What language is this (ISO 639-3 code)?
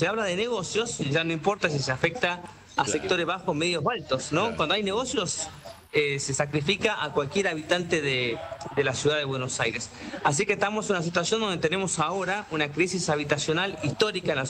spa